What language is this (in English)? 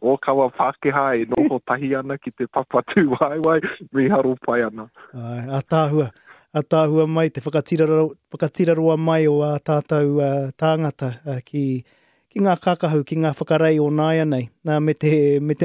Māori